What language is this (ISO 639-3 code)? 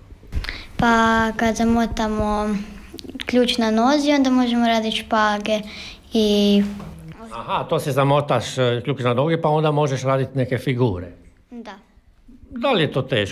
hrv